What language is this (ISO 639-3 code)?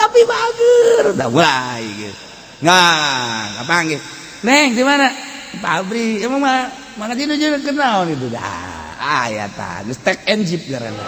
sun